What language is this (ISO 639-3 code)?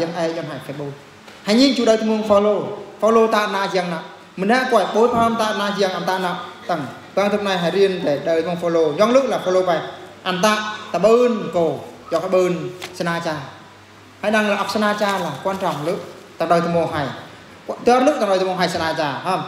bru